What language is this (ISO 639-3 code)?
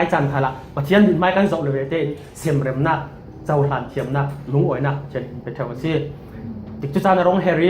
cfm